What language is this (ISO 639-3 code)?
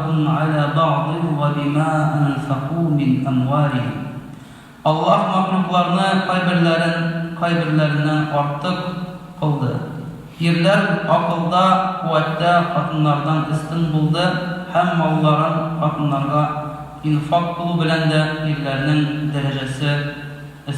tat